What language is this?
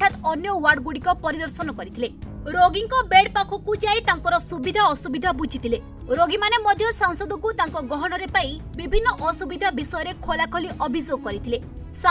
Odia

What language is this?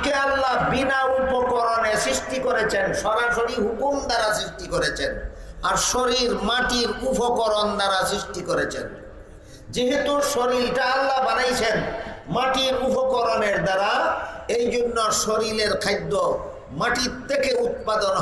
Bangla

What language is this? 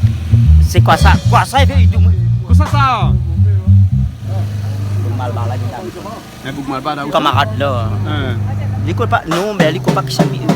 Réunion Creole French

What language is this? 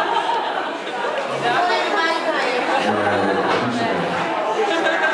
Dutch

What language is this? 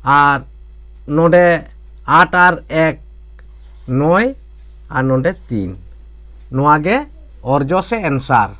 Santali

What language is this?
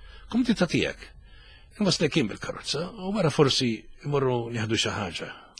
Maltese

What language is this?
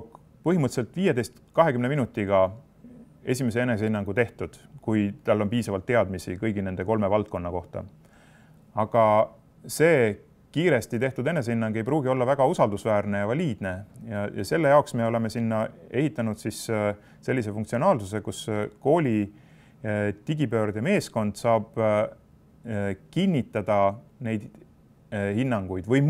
Estonian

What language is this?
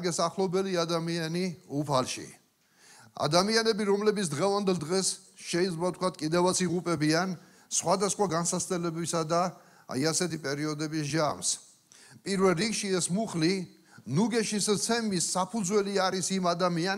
Georgian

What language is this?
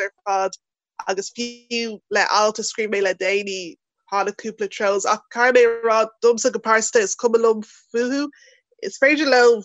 Irish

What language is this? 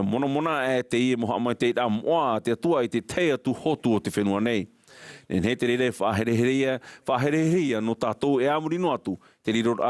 Tahitian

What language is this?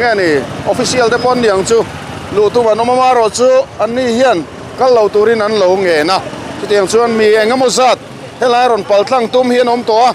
Mizo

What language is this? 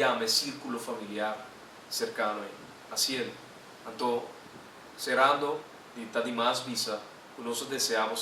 Papiamento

